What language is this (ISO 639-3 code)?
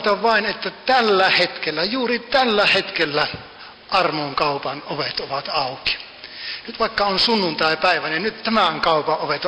fin